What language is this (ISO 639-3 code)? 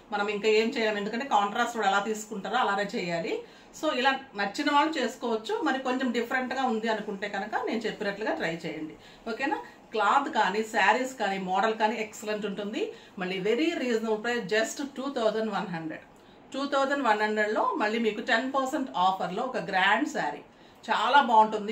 tel